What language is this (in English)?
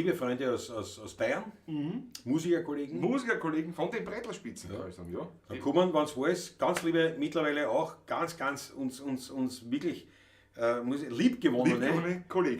Bavarian